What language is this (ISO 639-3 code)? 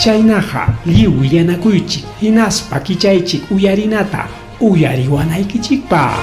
quy